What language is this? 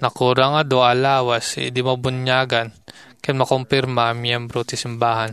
Iloko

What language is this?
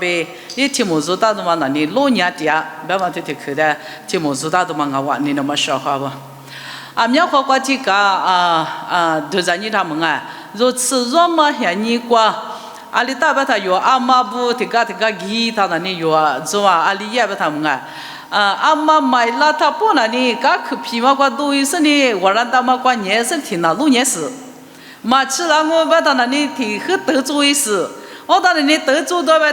Lisu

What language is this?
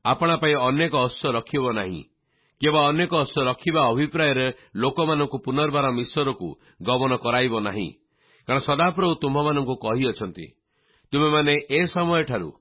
Odia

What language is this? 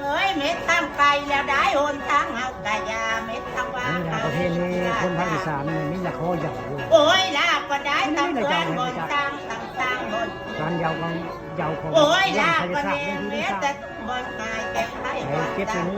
Northeastern Thai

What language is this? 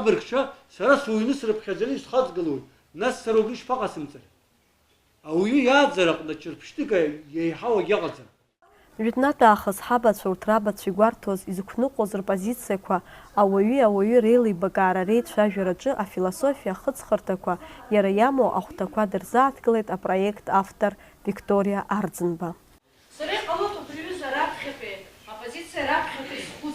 Abkhazian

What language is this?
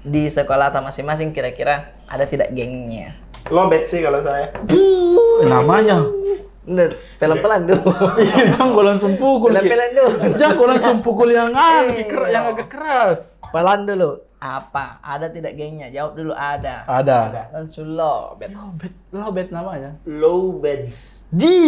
Makassar Malay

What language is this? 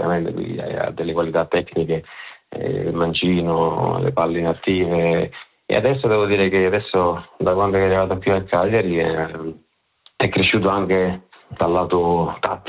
Italian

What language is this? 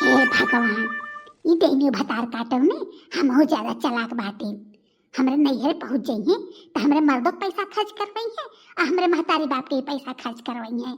Bhojpuri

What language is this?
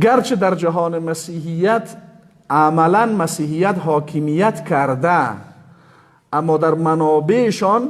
Persian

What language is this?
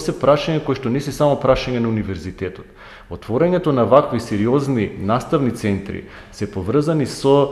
Macedonian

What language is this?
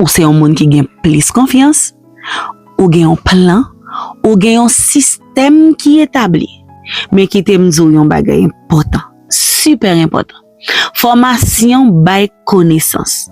Haitian Creole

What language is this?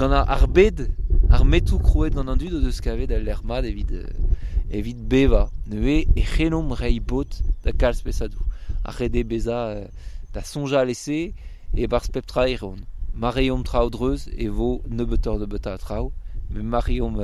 Breton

